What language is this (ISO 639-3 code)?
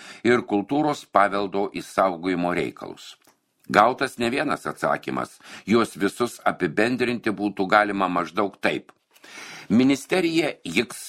lit